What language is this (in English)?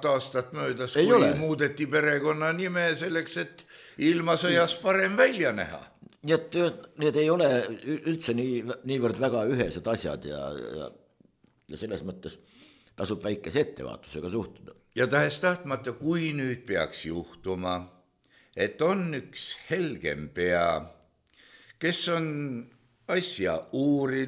Estonian